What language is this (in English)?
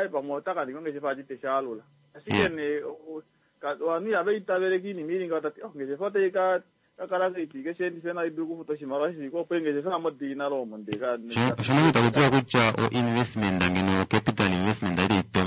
Kuanyama